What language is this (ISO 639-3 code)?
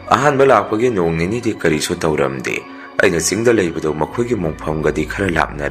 mni